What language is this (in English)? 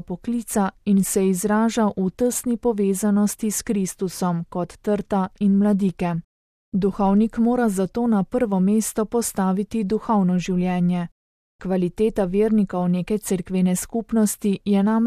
Slovenian